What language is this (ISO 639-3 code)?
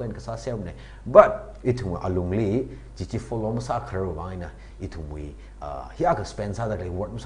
nmf